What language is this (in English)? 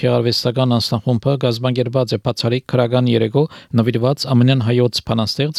Armenian